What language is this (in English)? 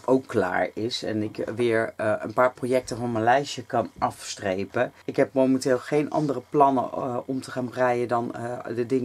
Dutch